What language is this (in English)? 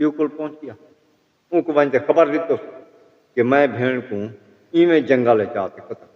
Saraiki